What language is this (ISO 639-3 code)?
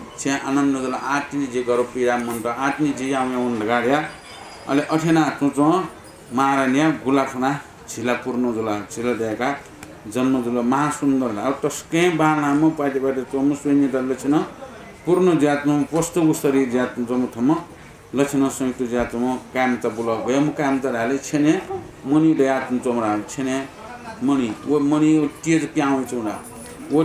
new